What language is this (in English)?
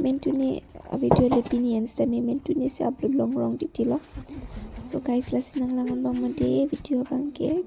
Karbi